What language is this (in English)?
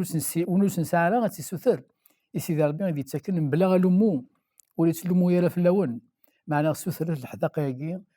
Kabyle